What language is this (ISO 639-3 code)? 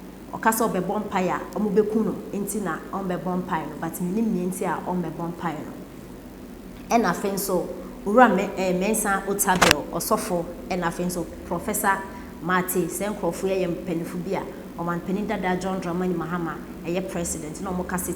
aka